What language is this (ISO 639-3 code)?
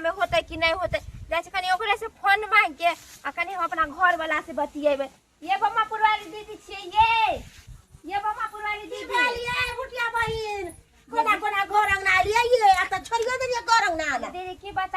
mai